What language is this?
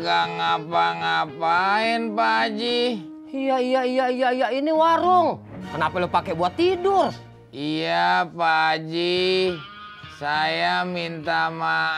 Betawi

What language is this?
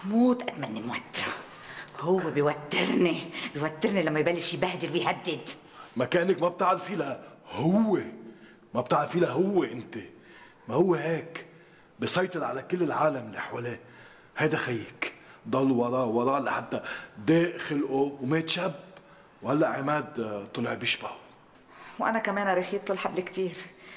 North Levantine Arabic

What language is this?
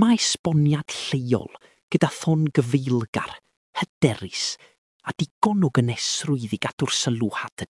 Welsh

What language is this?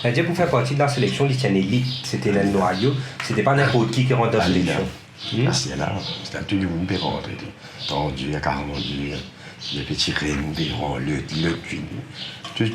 Morisyen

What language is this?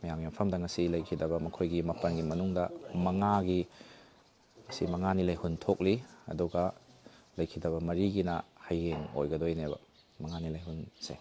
Manipuri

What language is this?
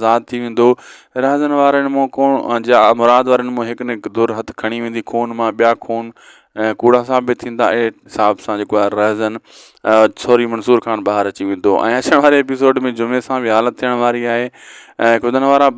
Sindhi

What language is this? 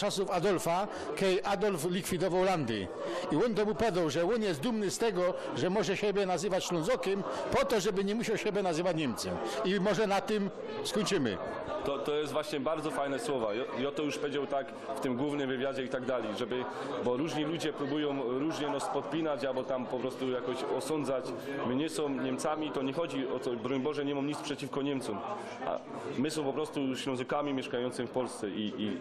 Silesian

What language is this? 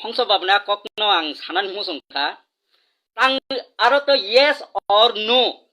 Kok Borok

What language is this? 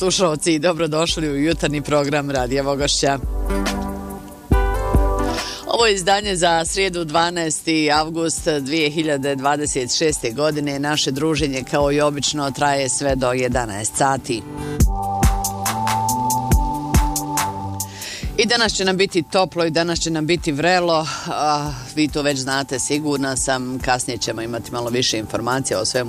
Bosnian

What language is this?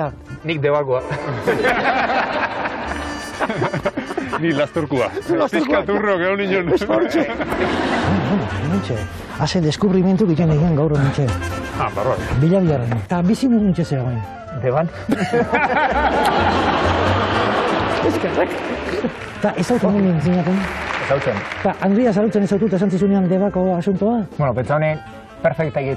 Basque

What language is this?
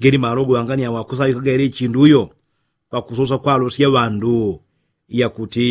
Yao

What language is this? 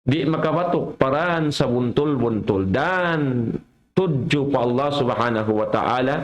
Tausug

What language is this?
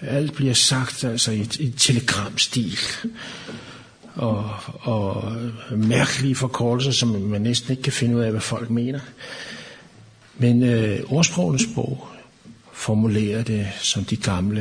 Danish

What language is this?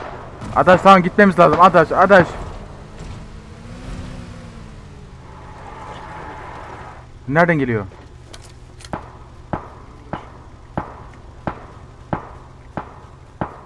Turkish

